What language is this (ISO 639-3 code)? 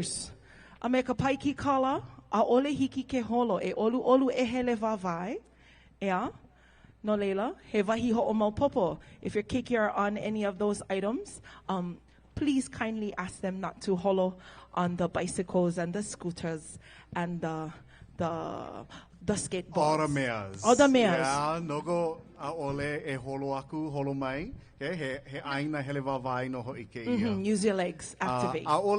haw